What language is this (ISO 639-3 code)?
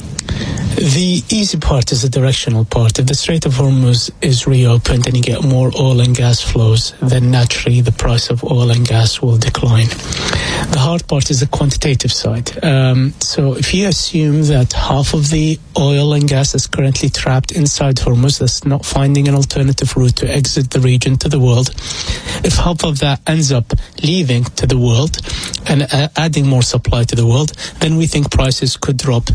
eng